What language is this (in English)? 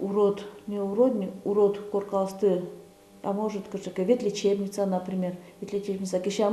Udmurt